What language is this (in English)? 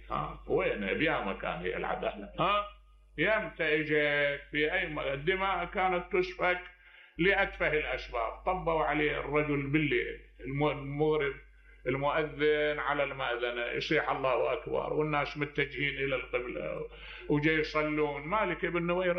Mesopotamian Arabic